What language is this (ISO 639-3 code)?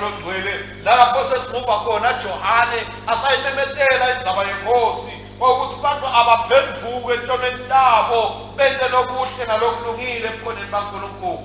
ssw